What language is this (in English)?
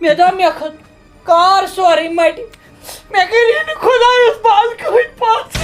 Kashmiri